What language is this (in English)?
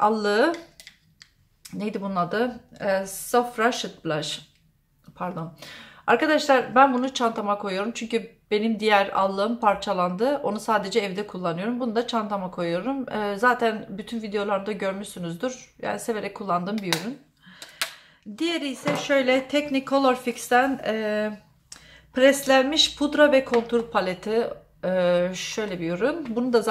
Turkish